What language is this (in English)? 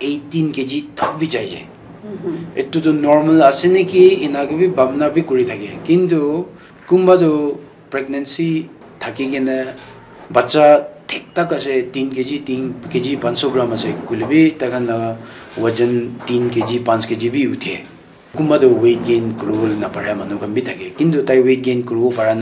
Naga Pidgin